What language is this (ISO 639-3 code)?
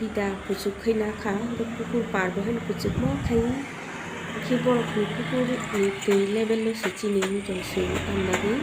trp